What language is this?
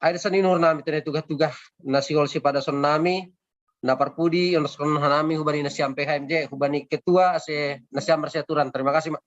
Batak Simalungun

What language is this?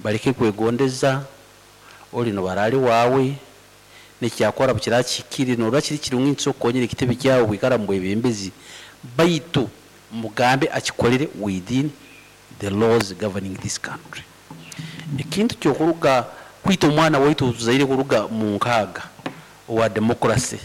Nyoro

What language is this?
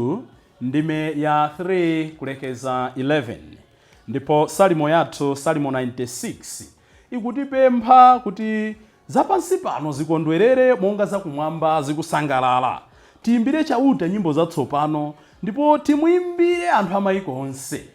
Nyanja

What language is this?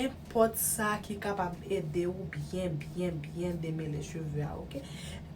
Haitian Creole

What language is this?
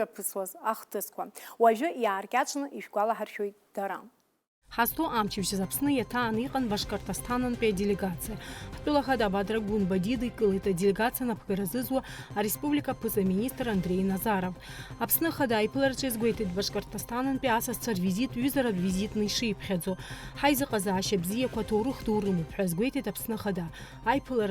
Abkhazian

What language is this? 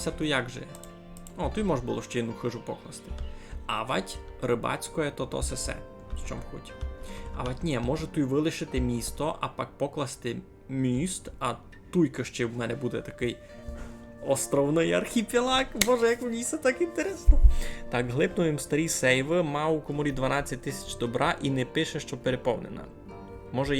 Rusyn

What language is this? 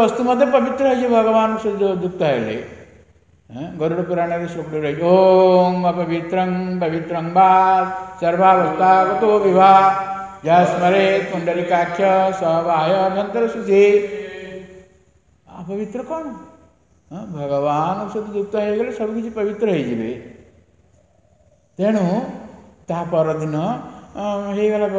Odia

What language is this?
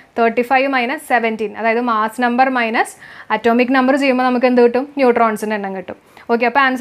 Malayalam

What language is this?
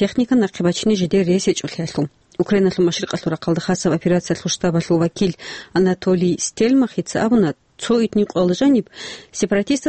Avaric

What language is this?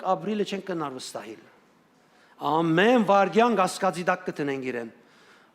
Western Armenian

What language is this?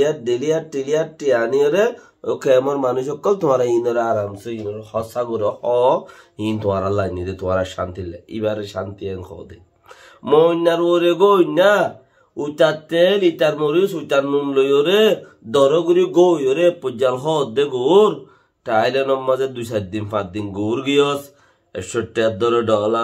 Rohingya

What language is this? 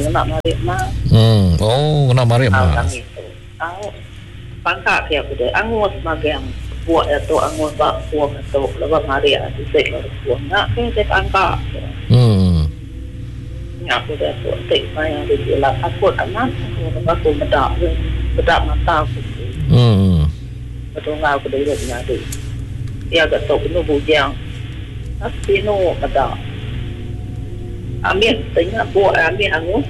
Iban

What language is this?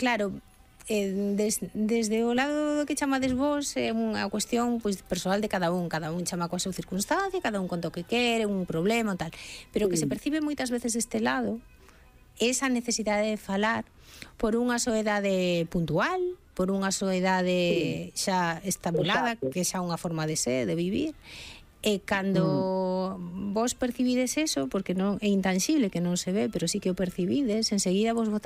Galician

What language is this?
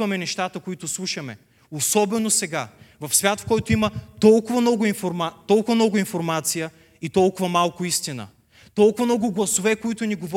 Bulgarian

